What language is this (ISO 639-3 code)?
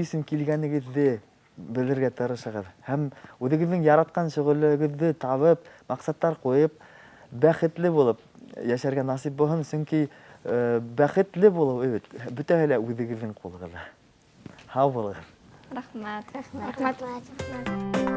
bak